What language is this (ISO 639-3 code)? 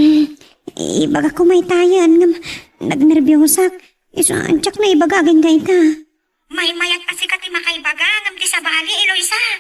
ilo